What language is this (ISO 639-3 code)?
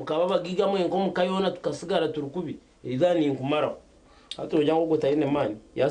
nyn